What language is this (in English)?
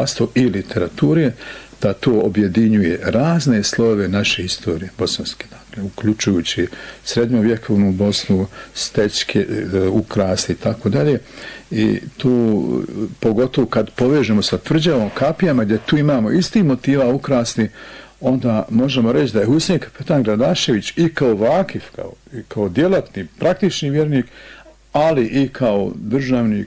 Bosnian